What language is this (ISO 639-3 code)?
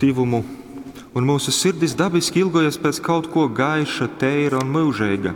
ltg